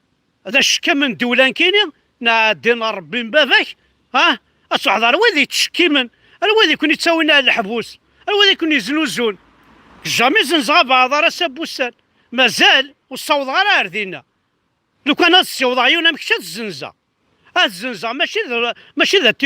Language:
Kabyle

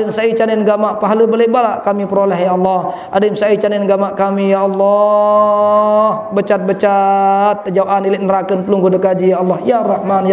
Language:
Sasak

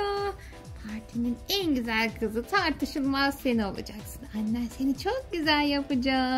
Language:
Turkish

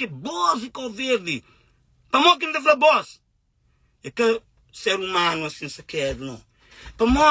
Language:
Kabuverdianu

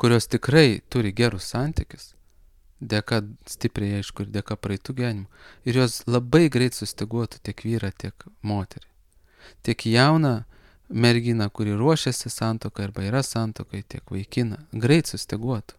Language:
Lithuanian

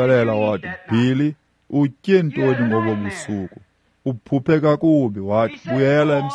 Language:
Xhosa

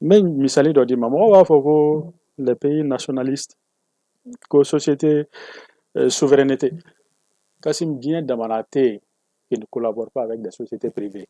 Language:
Bambara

